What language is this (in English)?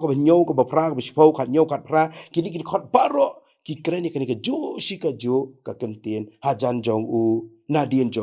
Khasi